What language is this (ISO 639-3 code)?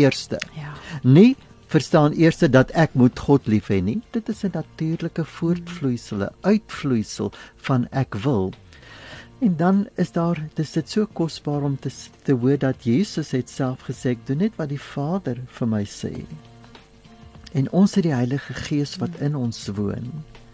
afr